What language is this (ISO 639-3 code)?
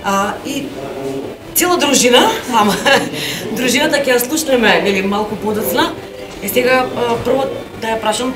mkd